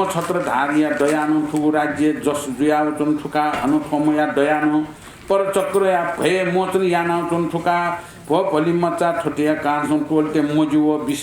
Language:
Newari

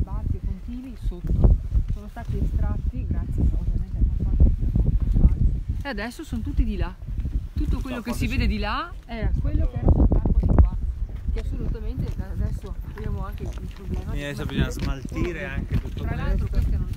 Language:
Italian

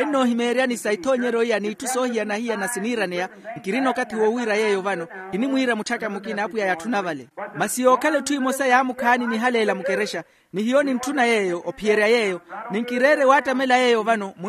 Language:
Makhuwa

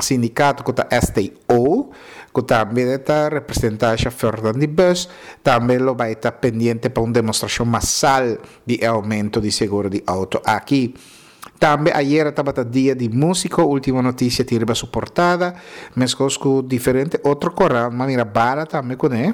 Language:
Papiamento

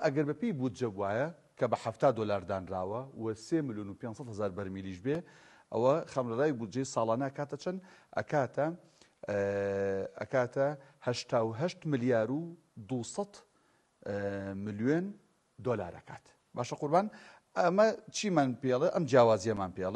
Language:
Central Kurdish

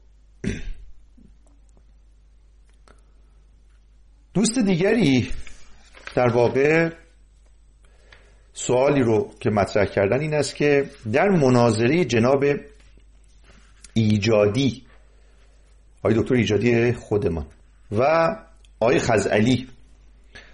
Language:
Persian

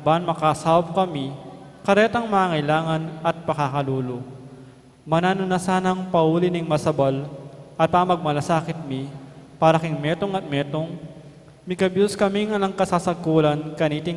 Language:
Pampanga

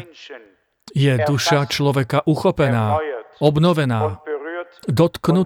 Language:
Slovak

